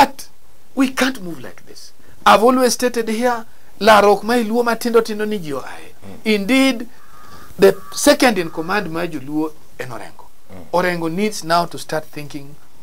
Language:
Luo (Kenya and Tanzania)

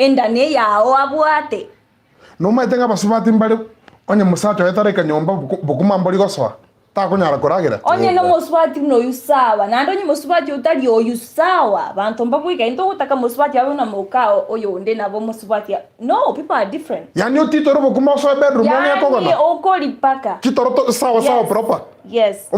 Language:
Gusii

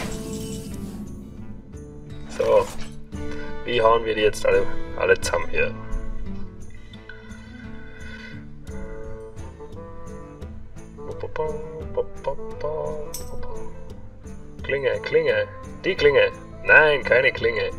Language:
German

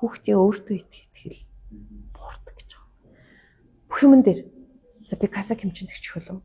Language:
Mongolian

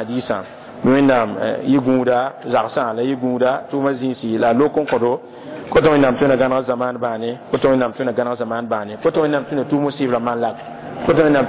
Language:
Mossi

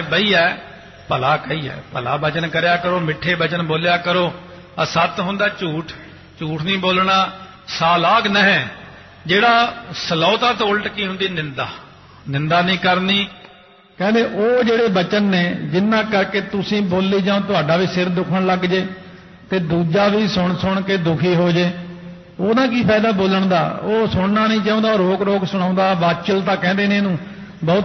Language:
Punjabi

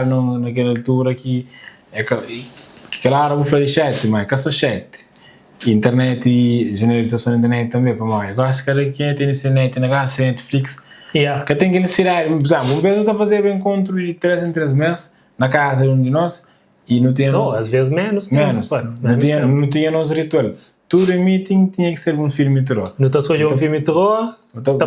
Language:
Kabuverdianu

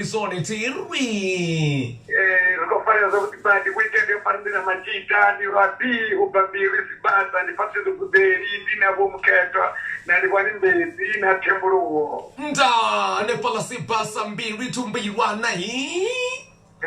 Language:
Venda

